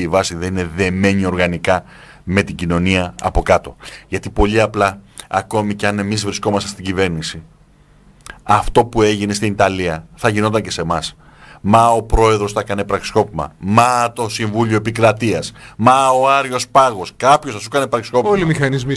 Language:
Greek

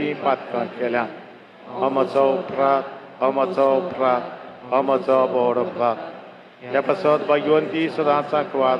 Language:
Konkani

